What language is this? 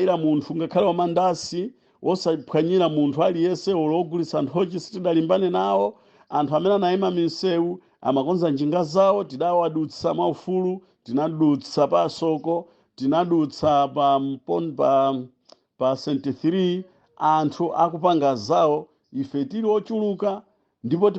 Nyanja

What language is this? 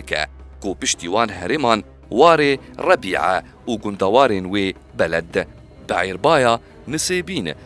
Kurdish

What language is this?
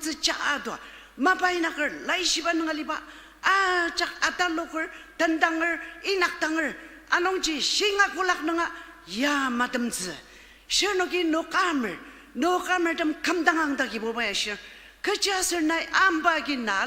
Ao Naga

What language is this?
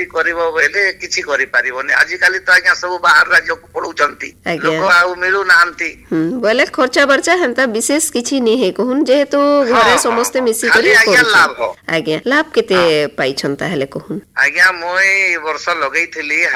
Odia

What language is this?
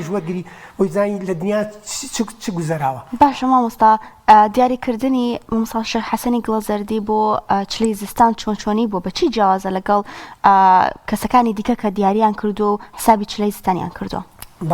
Central Kurdish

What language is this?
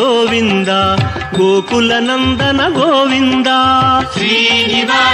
Telugu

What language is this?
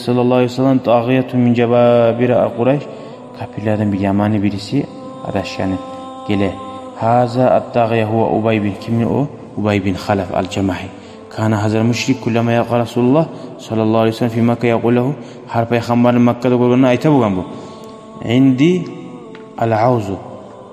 Kumyk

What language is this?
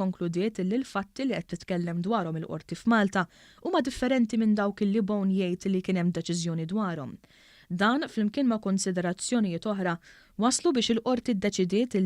Maltese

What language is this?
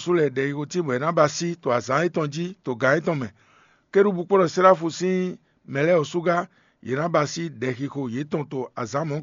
Fon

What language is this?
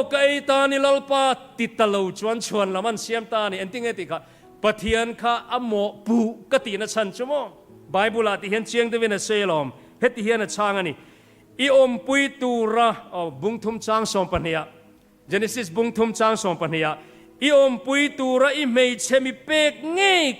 Mizo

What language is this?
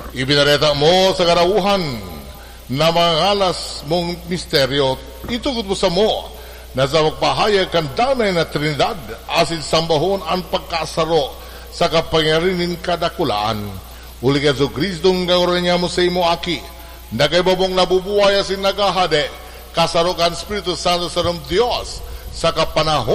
Bikol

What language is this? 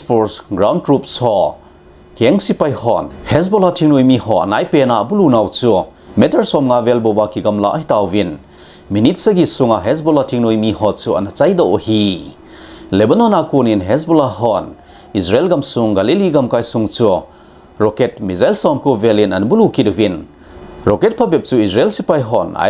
Thado Chin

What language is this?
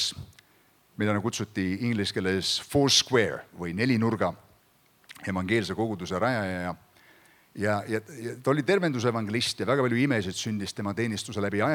Estonian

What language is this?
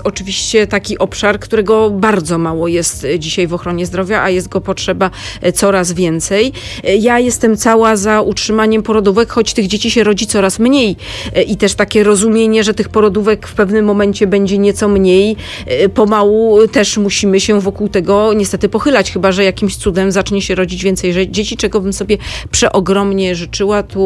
Polish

